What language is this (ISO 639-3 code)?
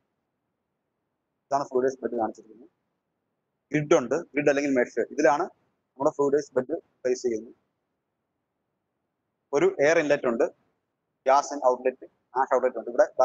mal